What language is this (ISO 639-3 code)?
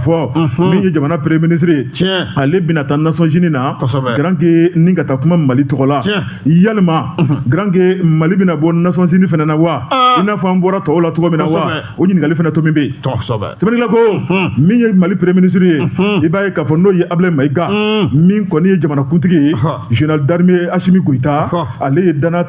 bam